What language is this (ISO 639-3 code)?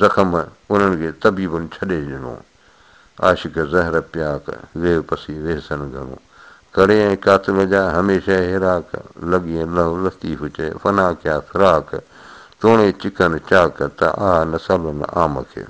snd